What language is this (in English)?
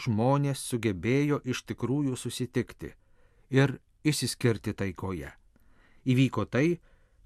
Lithuanian